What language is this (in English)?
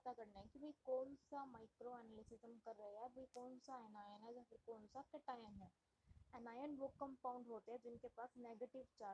Hindi